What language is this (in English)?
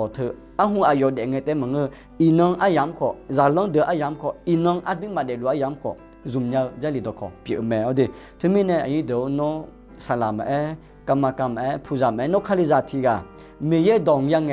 Akha